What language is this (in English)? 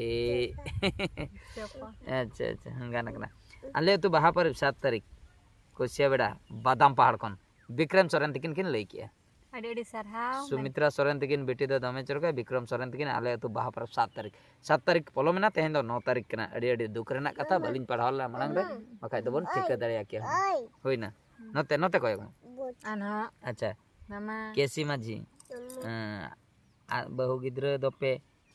Santali